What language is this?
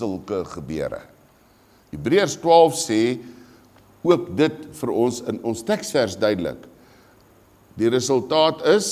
Afrikaans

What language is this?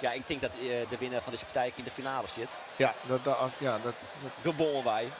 Western Frisian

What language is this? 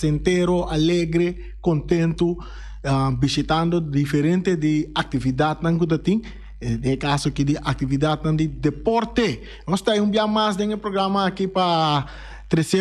Papiamento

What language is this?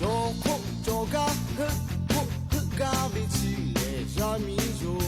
Lahu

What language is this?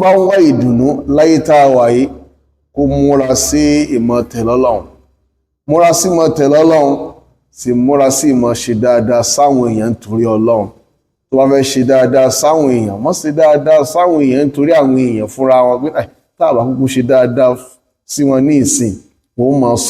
Yoruba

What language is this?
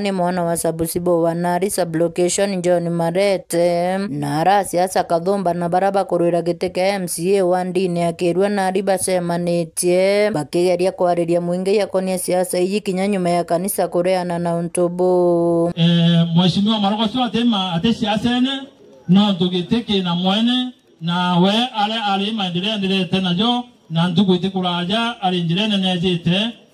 Meru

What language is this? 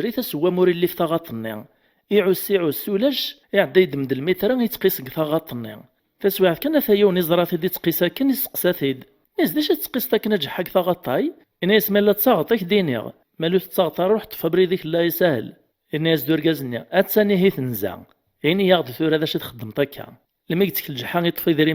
Kabyle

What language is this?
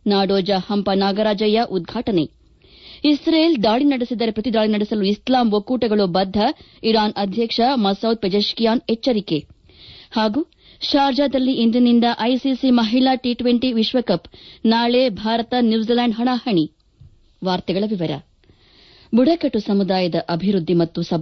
Kannada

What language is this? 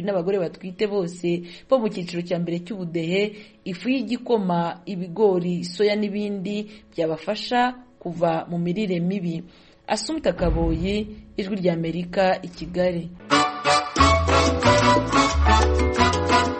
Kinyarwanda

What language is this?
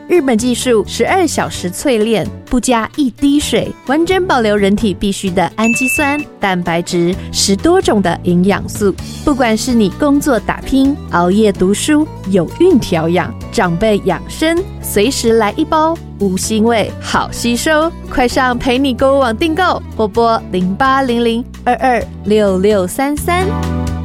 Chinese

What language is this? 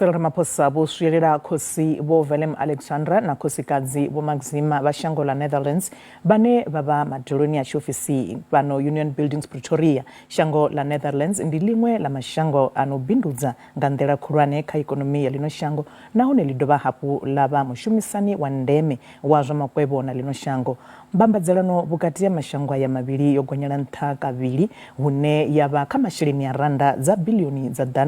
Venda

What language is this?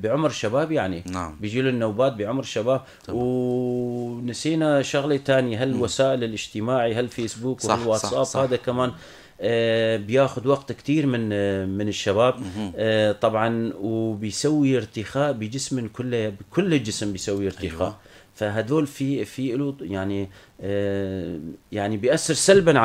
North Levantine Arabic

